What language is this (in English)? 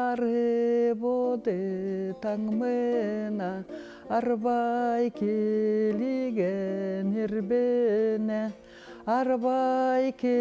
Khakas